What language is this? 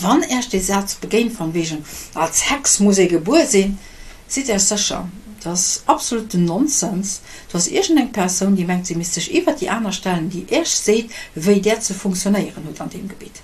Luxembourgish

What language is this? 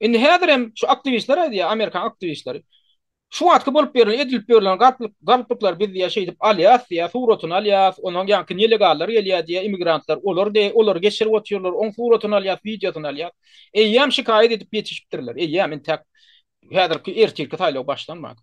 Turkmen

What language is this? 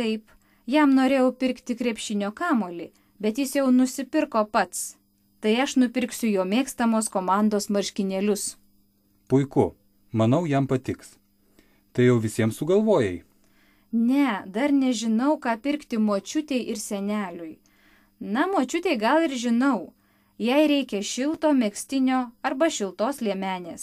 Lithuanian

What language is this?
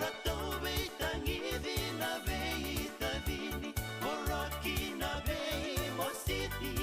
Fijian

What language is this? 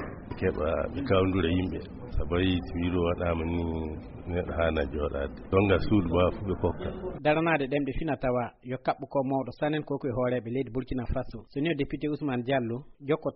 Fula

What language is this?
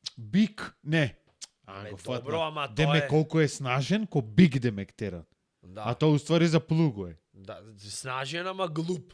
Macedonian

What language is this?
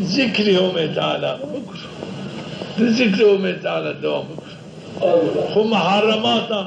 Zaza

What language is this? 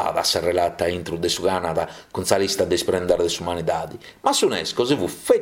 Sardinian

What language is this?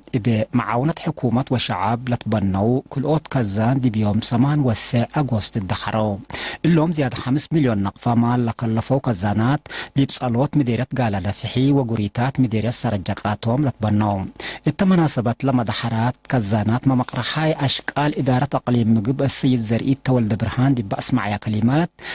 Tigre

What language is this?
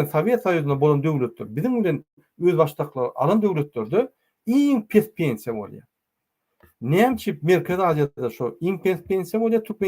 Turkmen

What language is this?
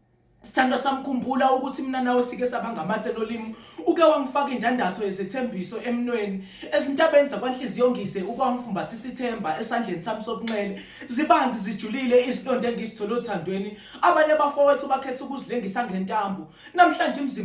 Zulu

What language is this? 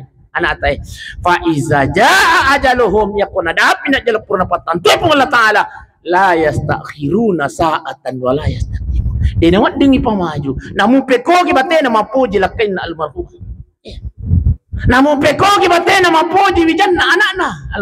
Buginese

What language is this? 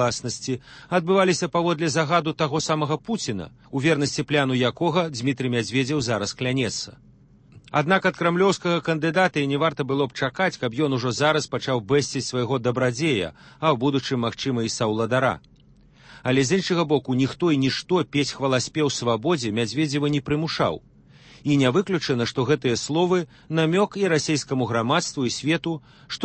Belarusian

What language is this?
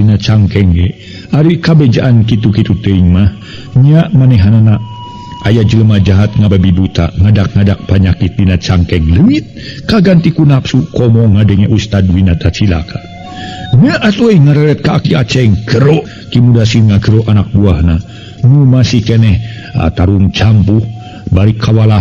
Sundanese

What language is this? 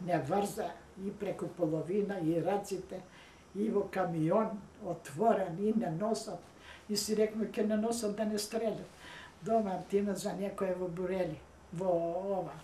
Macedonian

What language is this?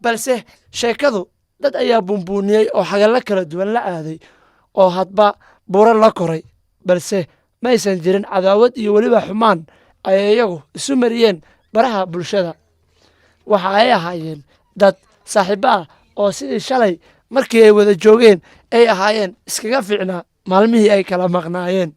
Somali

